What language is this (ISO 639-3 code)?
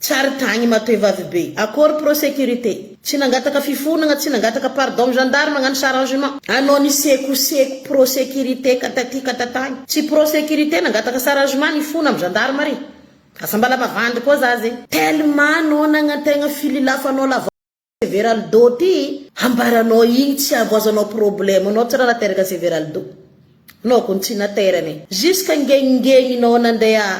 mlg